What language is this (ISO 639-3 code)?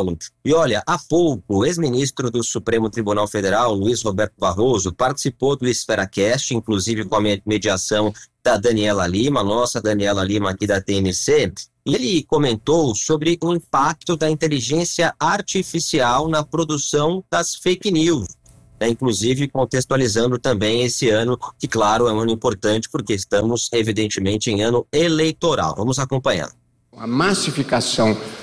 por